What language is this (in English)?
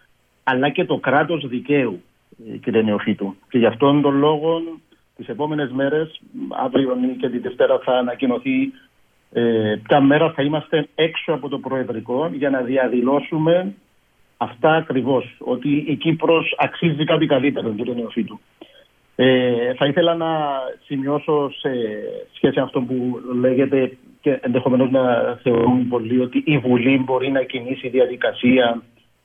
Greek